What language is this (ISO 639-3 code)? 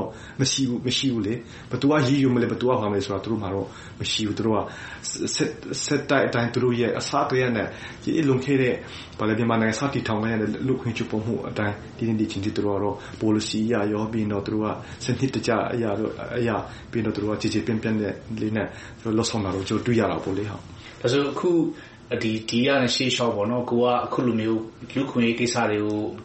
mya